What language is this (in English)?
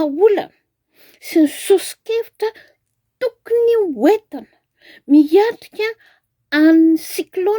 Malagasy